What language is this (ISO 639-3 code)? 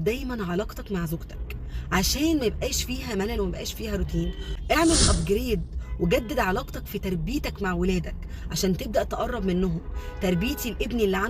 arz